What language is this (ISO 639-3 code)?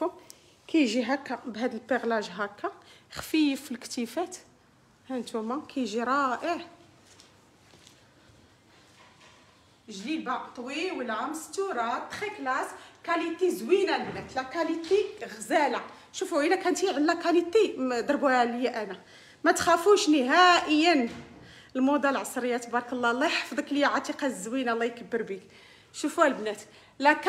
ary